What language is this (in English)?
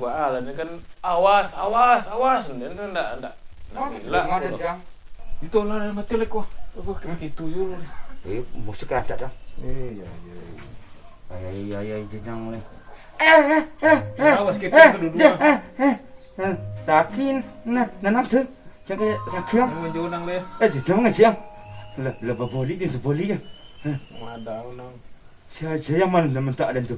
Minangkabau